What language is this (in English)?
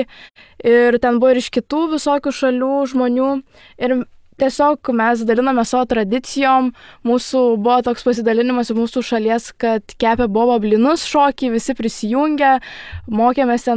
Lithuanian